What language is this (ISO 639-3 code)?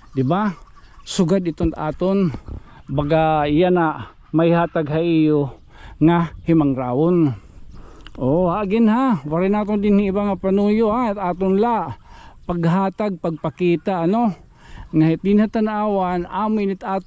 war